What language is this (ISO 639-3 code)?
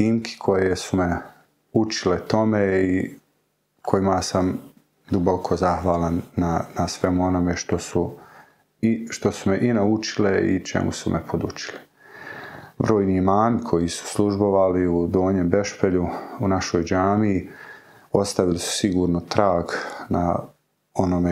bos